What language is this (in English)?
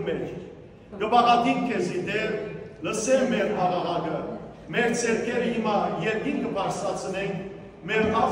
Western Armenian